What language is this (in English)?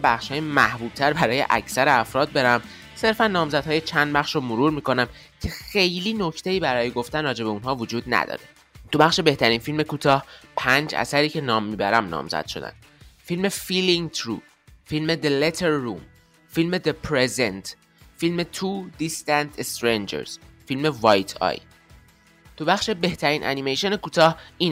Persian